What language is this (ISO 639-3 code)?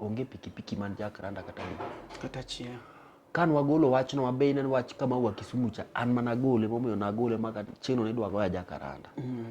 luo